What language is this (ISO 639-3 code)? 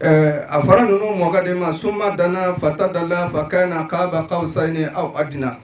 bam